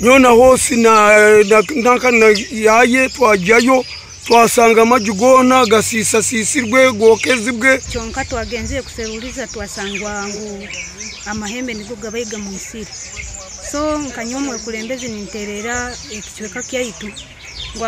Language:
Nyankole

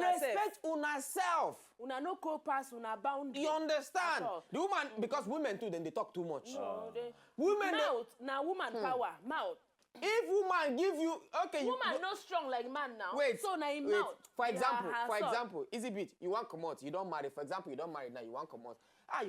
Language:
Nigerian Pidgin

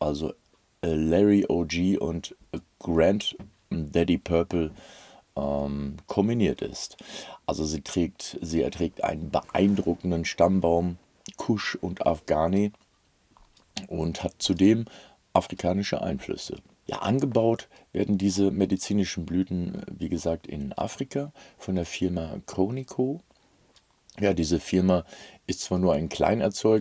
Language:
German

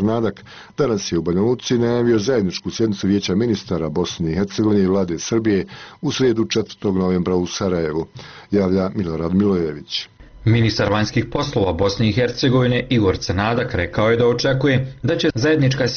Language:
Bosnian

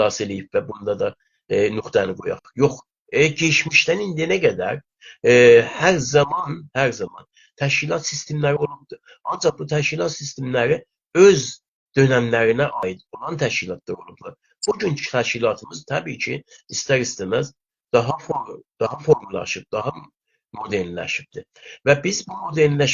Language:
South Azerbaijani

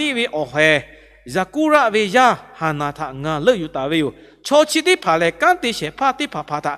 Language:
Lahu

